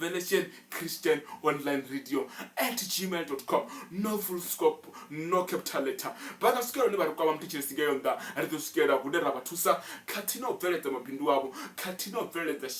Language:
Venda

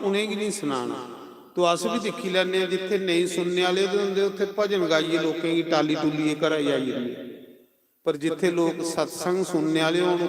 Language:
Dogri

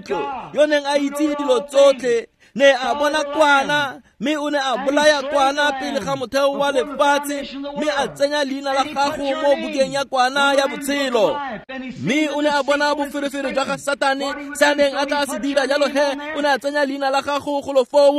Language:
Tswana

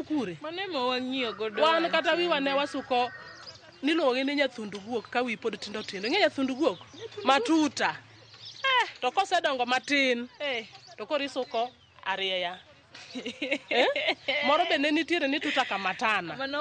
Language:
Luo (Kenya and Tanzania)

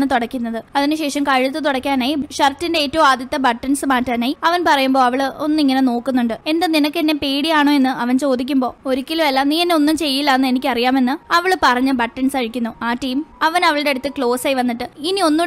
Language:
Malayalam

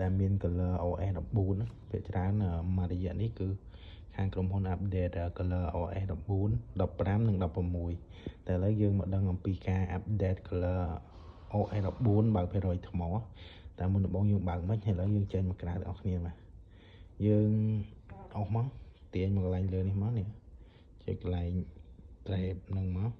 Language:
Khmer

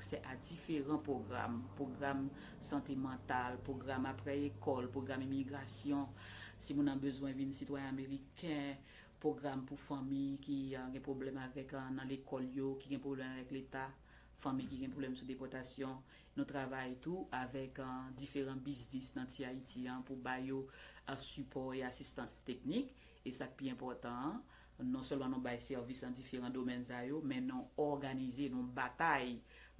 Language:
Haitian Creole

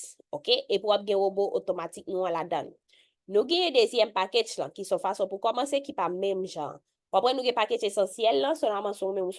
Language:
Haitian Creole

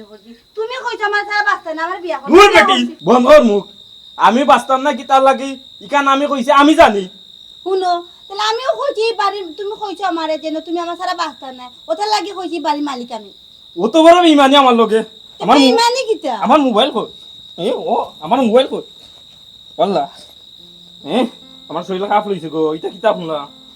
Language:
Sylheti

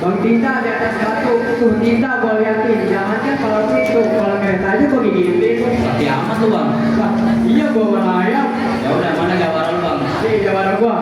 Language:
Betawi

